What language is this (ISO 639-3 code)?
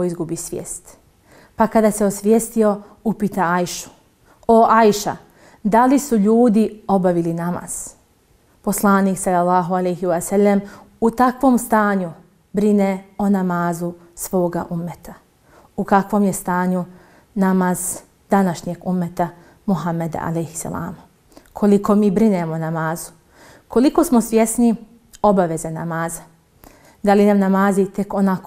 bos